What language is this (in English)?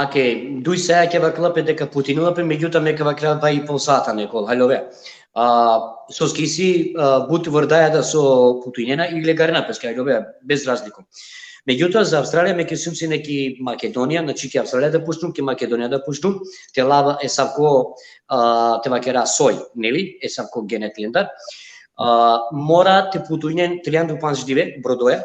Balkan Romani